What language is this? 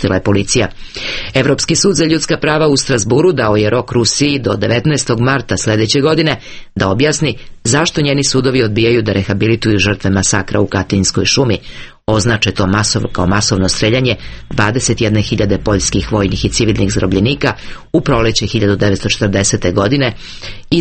Serbian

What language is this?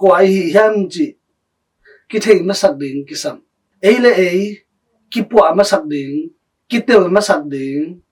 Tedim Chin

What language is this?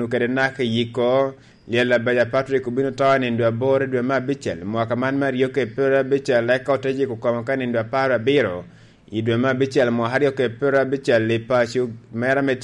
Lango (Uganda)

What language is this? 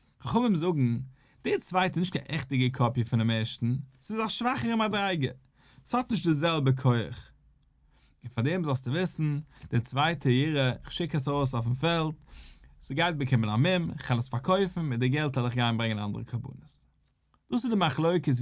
Yiddish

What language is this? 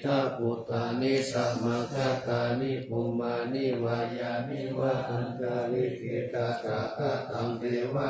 Pali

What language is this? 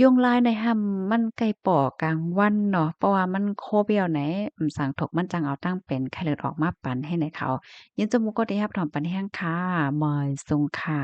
Shan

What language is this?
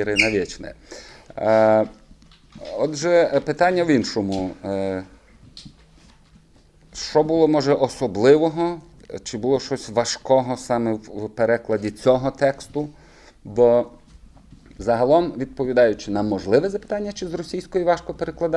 Ukrainian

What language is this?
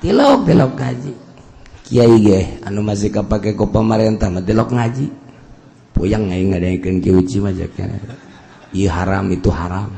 Sundanese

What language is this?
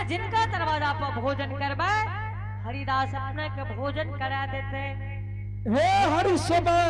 Angika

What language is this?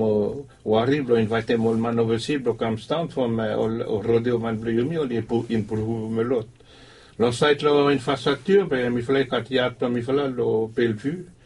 Bislama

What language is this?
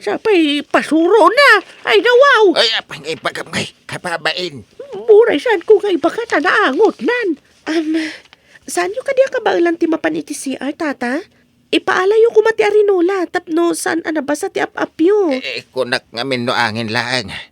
Iloko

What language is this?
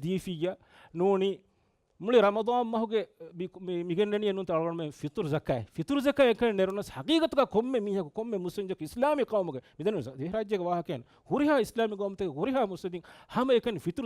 Divehi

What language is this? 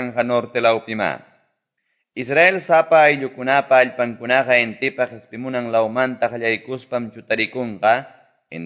Quechua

